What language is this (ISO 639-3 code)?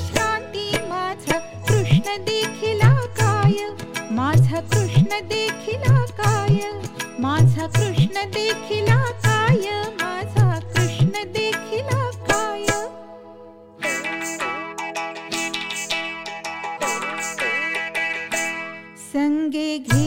mar